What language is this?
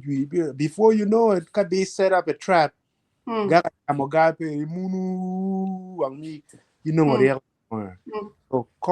Acoli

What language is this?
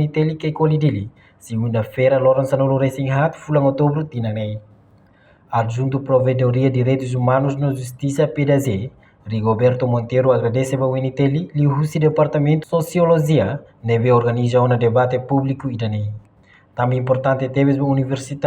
Tetum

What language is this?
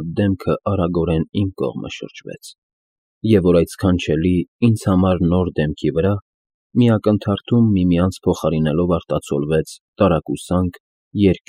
Armenian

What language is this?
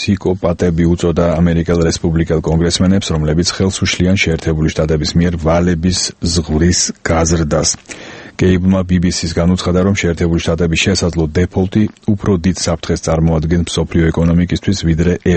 Georgian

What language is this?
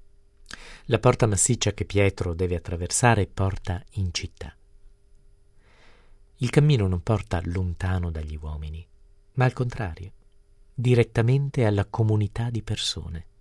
Italian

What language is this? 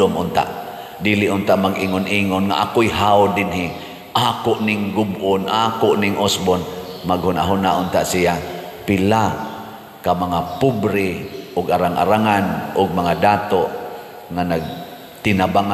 Cebuano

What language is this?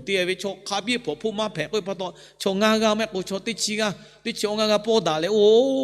Lahu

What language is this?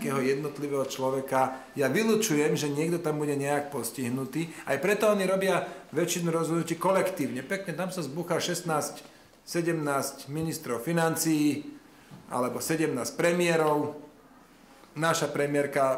Slovak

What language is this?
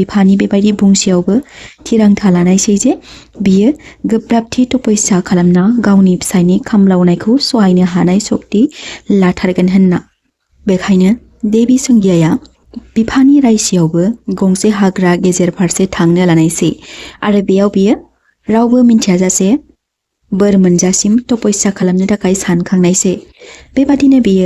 Bodo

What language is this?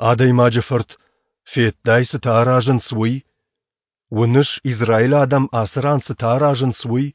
Ossetic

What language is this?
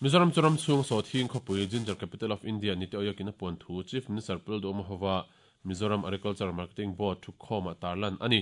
Mizo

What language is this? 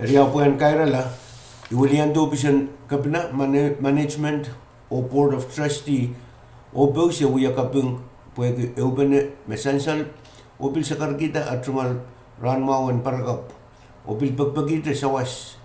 Pohnpeian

